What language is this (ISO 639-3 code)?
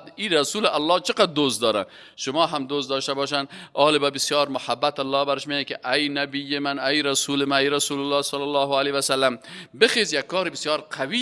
fas